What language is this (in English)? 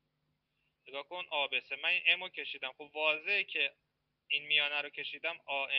Persian